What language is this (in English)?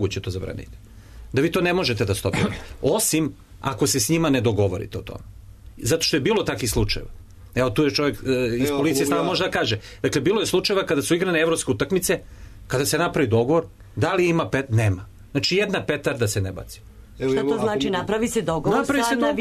Serbian